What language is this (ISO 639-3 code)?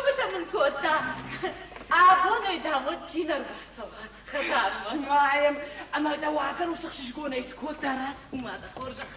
oss